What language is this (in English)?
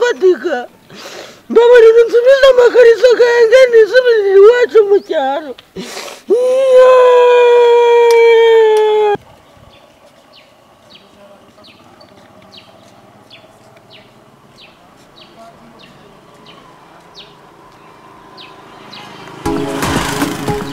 Kinyarwanda